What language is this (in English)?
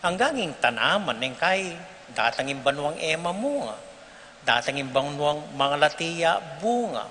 Pampanga